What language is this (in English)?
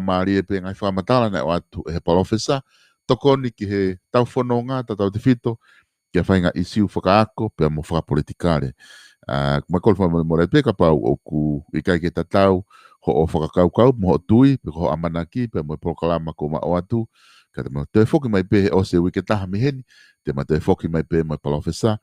Tongan